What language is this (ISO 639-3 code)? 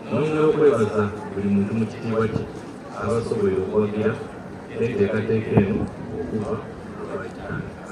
xog